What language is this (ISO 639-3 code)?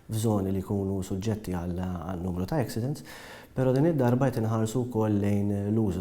mlt